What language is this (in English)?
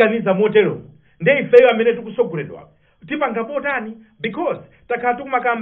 Nyanja